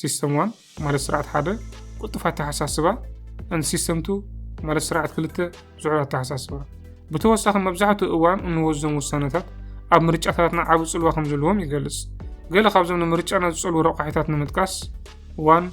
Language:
Tigrinya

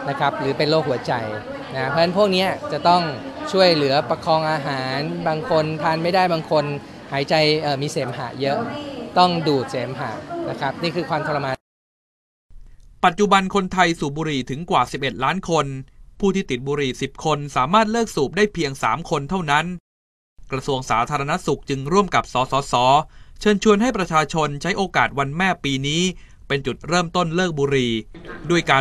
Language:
Thai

